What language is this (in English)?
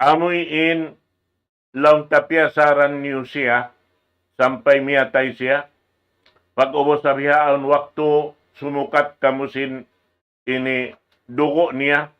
Tausug